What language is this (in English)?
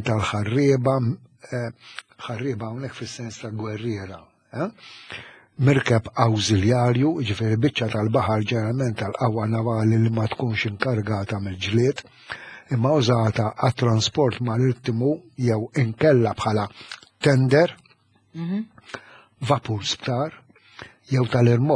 Maltese